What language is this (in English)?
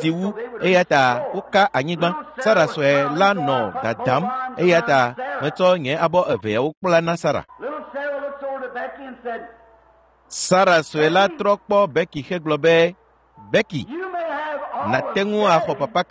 Ewe